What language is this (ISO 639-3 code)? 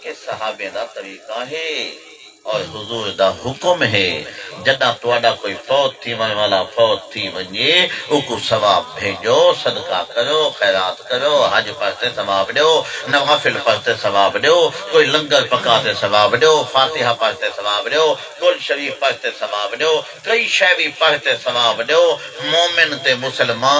skr